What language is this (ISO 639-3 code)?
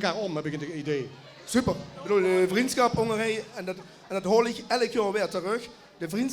lim